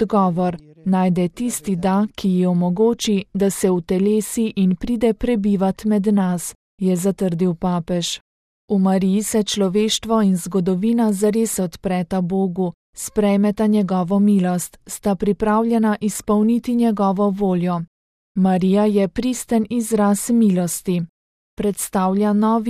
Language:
Slovenian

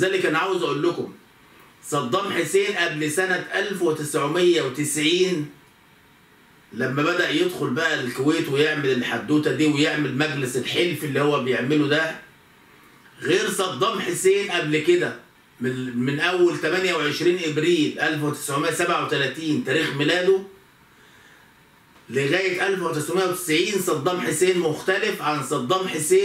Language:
Egyptian Arabic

